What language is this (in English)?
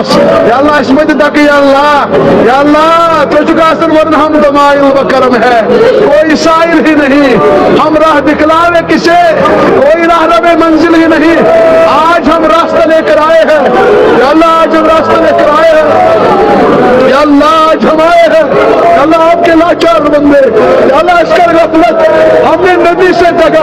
Kashmiri